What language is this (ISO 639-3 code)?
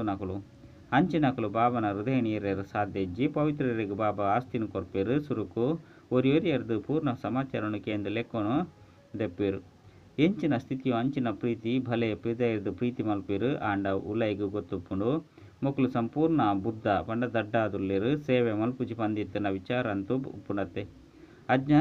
tcy